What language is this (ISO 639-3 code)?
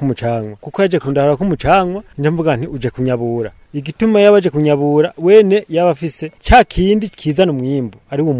run